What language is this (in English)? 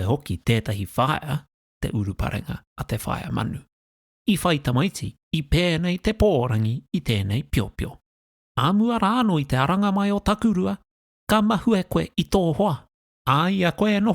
Māori